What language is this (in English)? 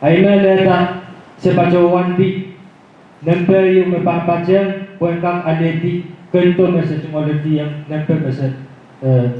Pohnpeian